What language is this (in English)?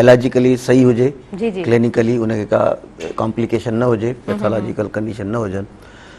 Sindhi